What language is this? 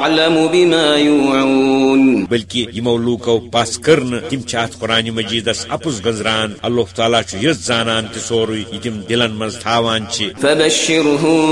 Kashmiri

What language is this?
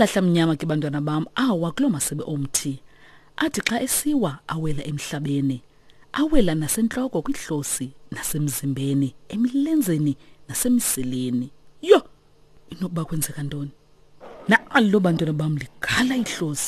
Xhosa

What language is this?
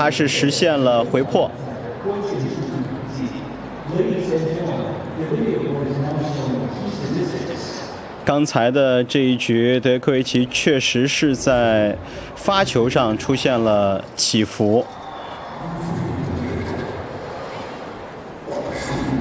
Chinese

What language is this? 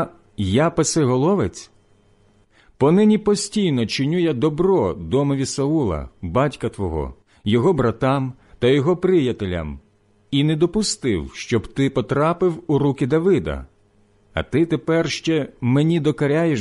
Ukrainian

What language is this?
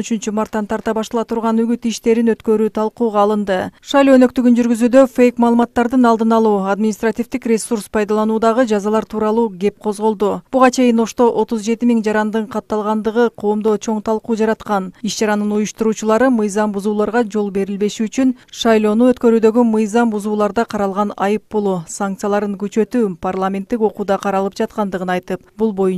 Kyrgyz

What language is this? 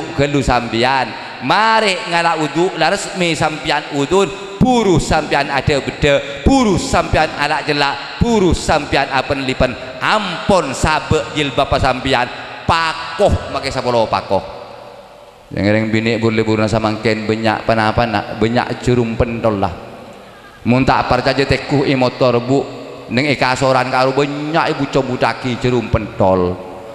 Madurese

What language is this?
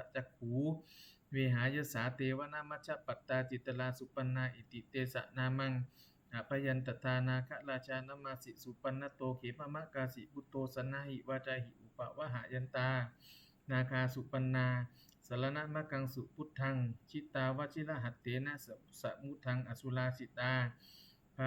Pali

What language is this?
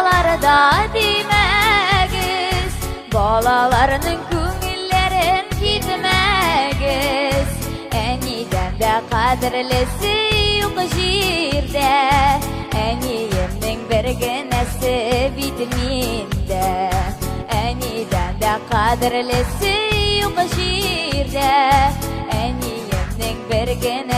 Bashkir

